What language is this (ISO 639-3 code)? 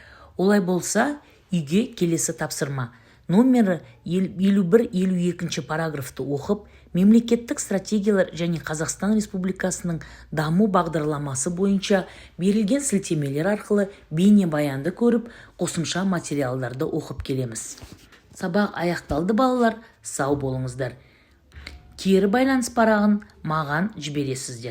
kaz